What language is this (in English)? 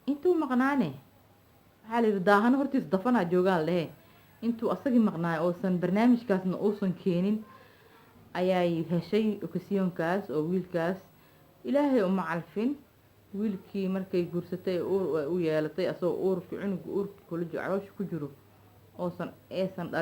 Somali